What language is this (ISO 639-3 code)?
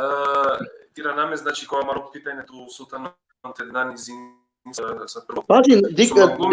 rmn